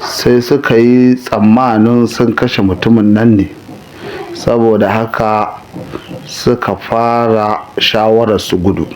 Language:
Hausa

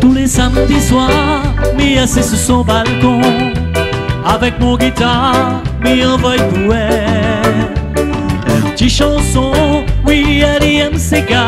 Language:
Réunion Creole French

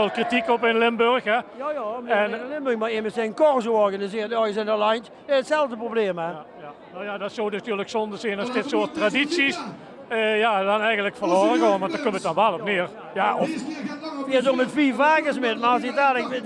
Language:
Limburgish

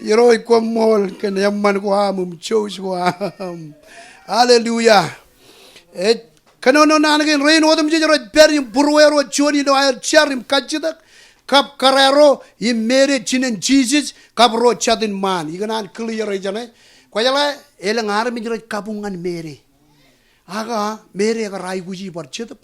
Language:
Marshallese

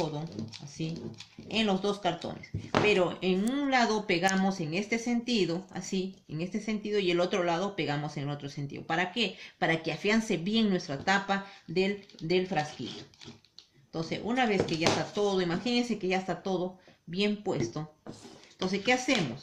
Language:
Spanish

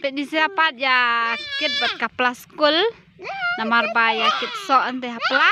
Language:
Khasi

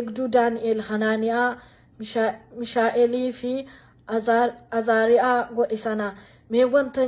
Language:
Oromo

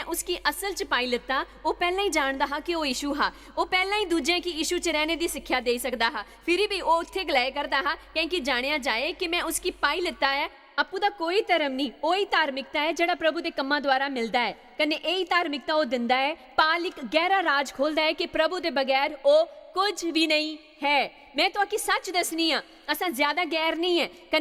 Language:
Dogri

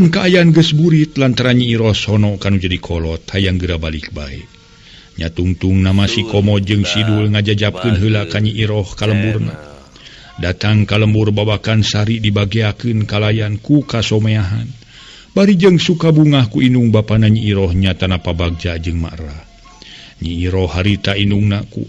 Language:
Sundanese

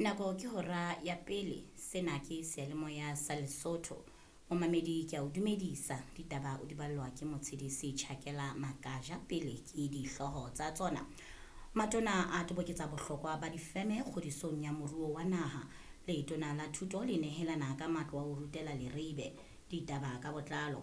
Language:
Southern Sotho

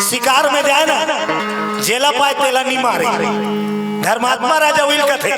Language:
Chhattisgarhi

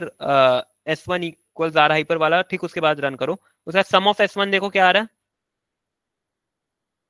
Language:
Hindi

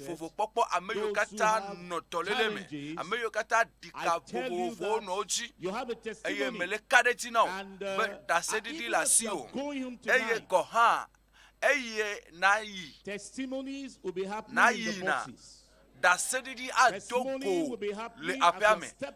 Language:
Ewe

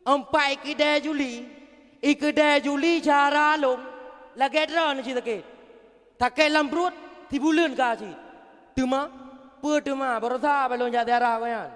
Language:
Achinese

